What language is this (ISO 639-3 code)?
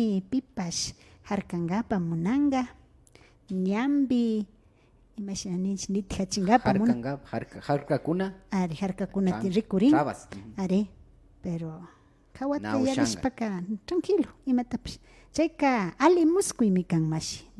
qvi